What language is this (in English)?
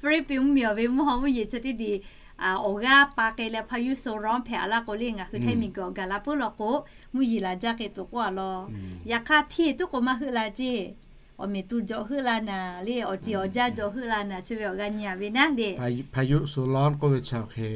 Lahu